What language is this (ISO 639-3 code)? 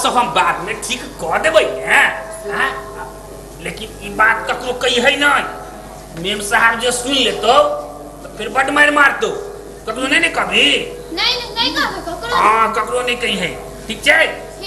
mai